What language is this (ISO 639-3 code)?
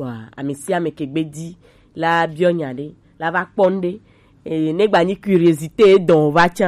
gej